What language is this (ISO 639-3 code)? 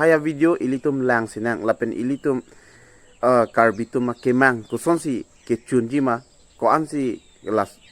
mjw